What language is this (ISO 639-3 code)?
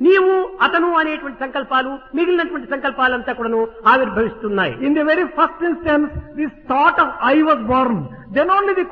tel